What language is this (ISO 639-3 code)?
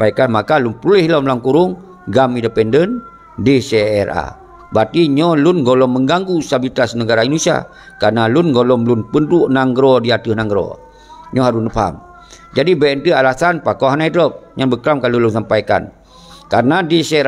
ace